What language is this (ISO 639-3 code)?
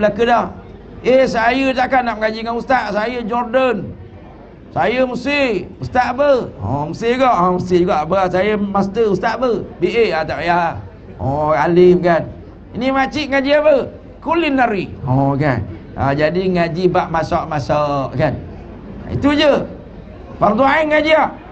msa